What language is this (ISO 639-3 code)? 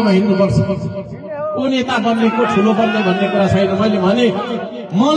nep